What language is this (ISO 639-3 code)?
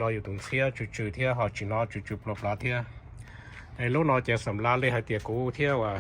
hmn